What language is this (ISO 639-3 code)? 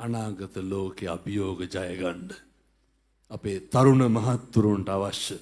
sin